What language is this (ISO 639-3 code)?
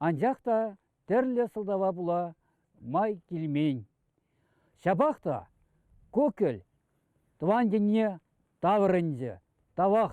chv